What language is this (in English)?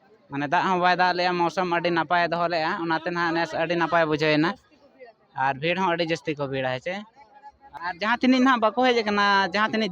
Santali